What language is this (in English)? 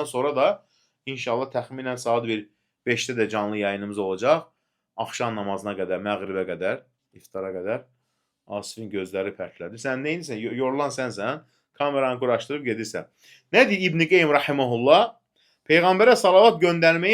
Azerbaijani